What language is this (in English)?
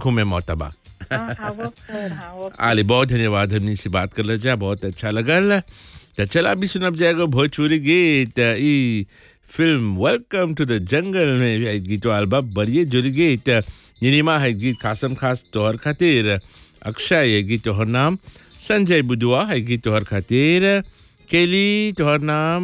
Bhojpuri